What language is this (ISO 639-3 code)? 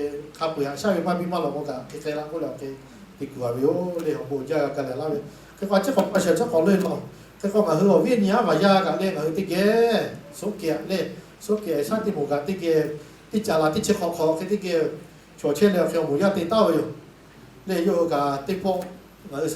lhu